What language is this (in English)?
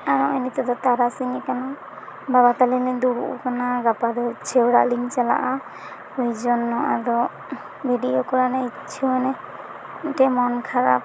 Santali